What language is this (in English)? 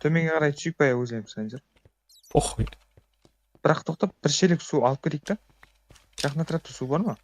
Kara-Kalpak